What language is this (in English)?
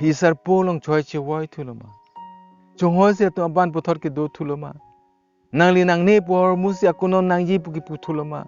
Karbi